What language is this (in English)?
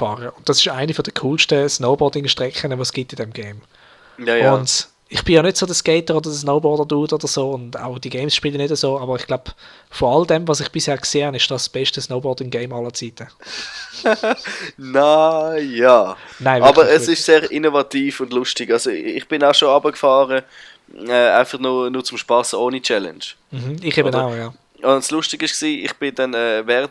Swiss German